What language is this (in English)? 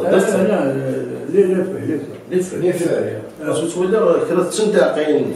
Kabyle